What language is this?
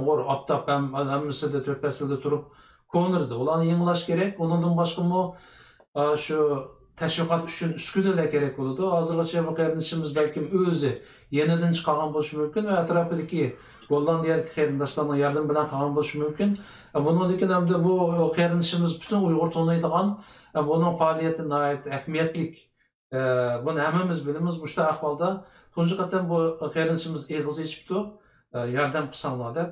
Uyghur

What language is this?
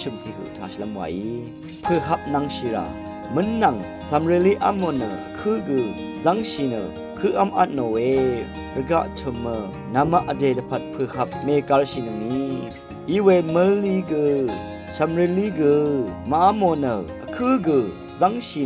Rawang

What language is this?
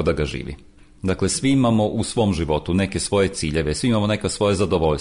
Serbian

